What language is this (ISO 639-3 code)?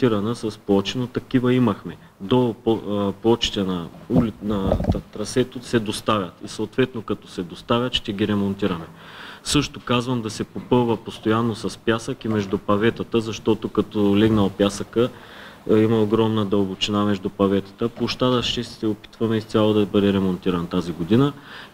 bul